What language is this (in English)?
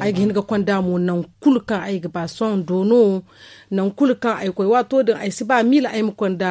Zarma